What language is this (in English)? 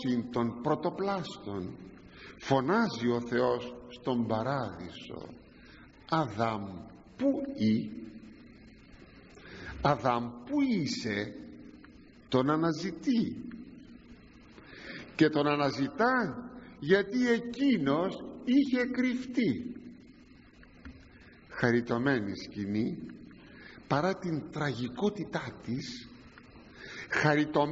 Greek